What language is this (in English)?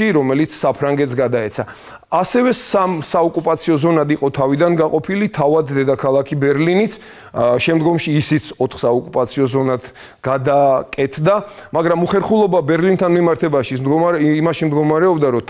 Georgian